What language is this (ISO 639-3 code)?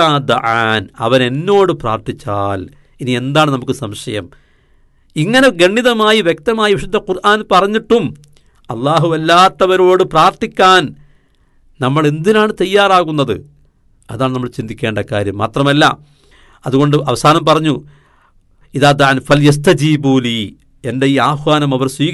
mal